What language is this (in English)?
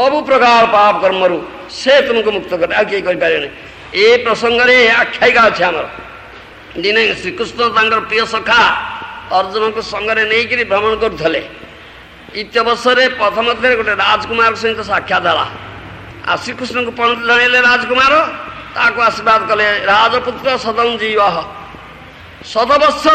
Odia